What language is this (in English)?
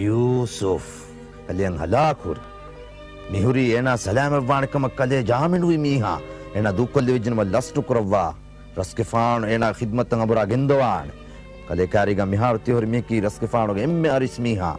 Divehi